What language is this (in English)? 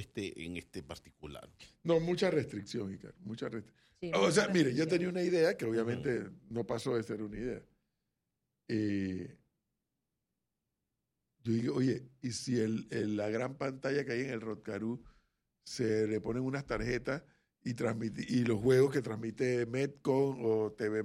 Spanish